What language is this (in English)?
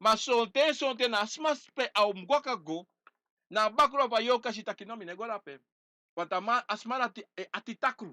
Sranan Tongo